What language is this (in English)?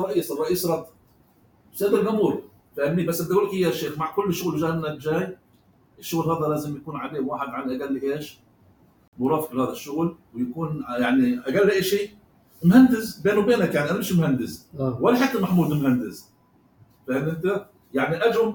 North Levantine Arabic